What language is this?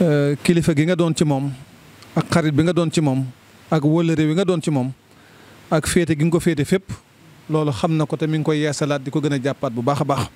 Wolof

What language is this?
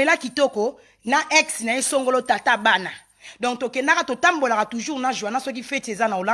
Lingala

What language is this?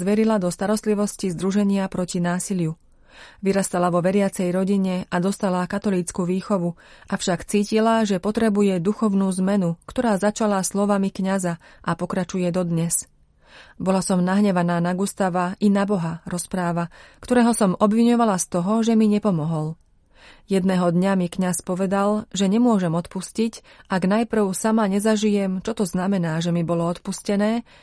Slovak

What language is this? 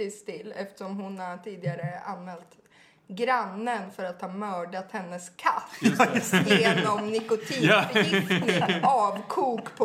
Swedish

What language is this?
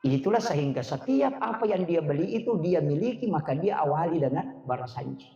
Buginese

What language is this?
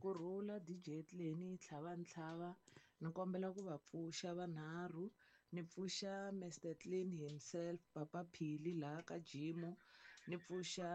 Tsonga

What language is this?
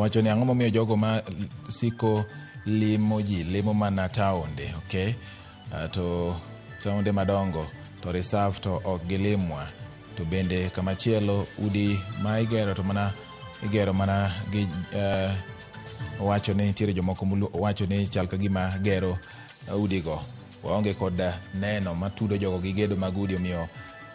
Luo (Kenya and Tanzania)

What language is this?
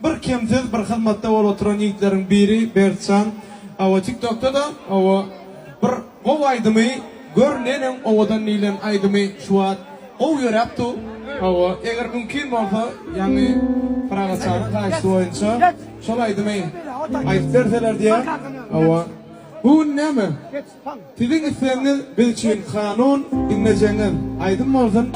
Turkmen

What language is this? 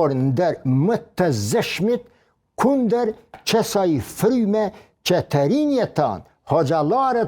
Albanian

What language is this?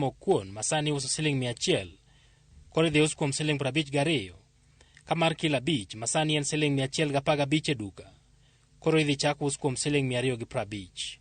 Luo (Kenya and Tanzania)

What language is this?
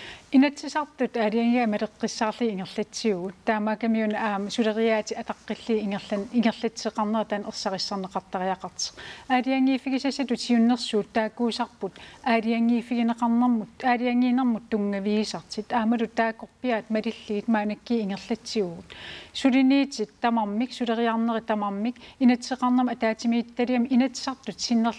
Kalaallisut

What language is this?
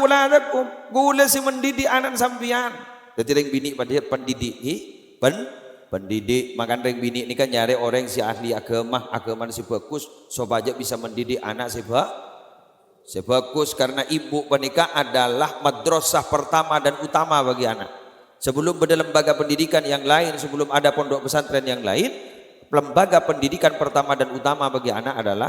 Madurese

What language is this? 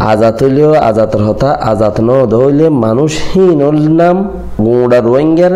Rohingya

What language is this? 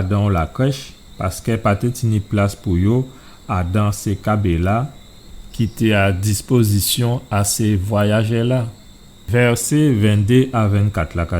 Guadeloupean Creole French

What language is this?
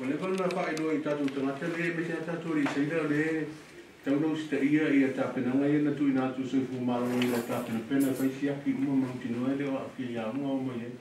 Samoan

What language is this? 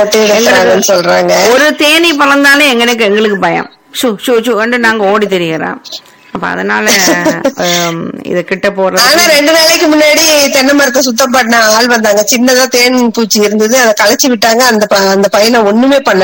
Tamil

